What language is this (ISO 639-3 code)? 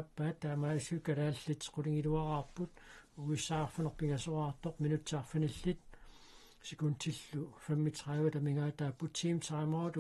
kal